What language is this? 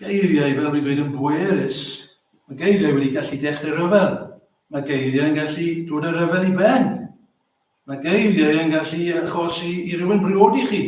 Welsh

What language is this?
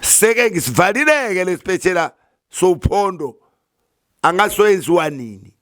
Zulu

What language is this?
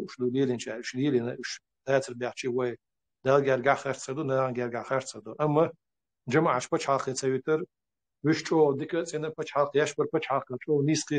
Chechen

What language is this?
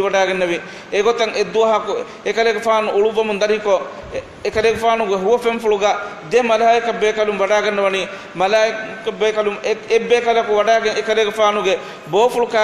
Divehi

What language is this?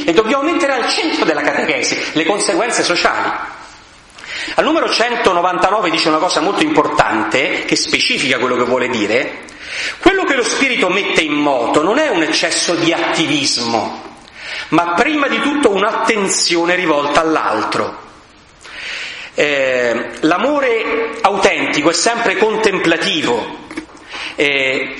Italian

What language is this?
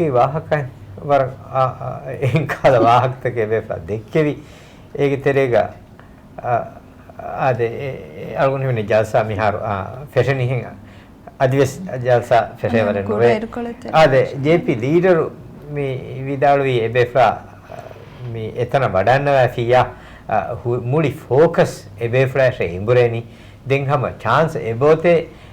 Divehi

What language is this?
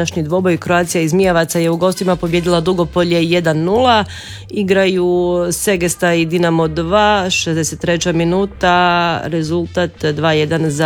Croatian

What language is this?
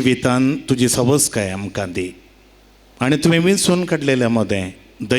Konkani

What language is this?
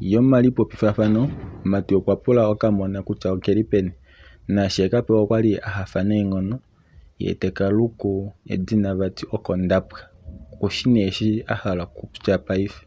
Kuanyama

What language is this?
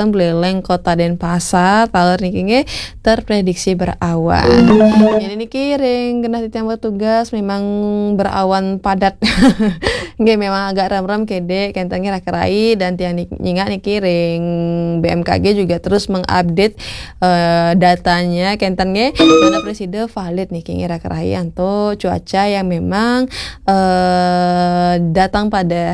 Balinese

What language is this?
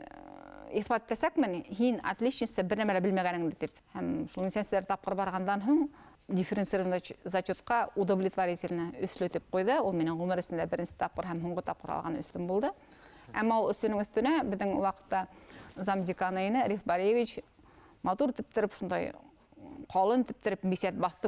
Bashkir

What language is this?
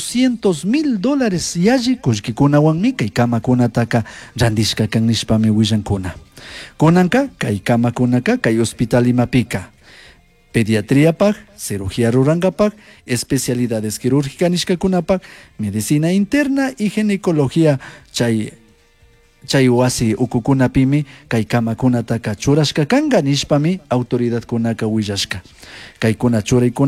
Chimborazo Highland Quichua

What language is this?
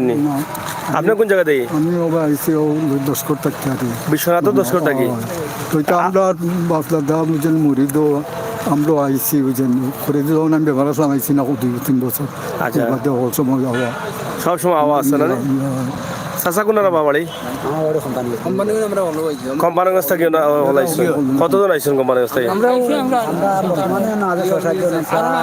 Sylheti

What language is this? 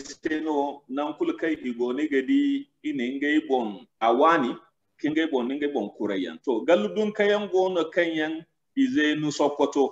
Zarma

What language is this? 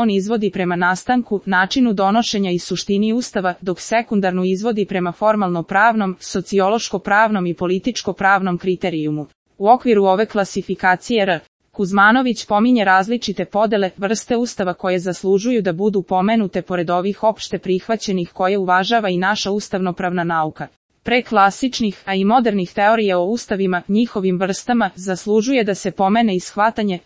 Serbian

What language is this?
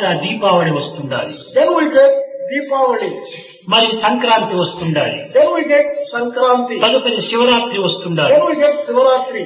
Telugu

